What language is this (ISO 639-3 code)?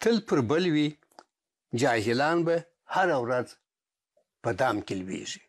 pus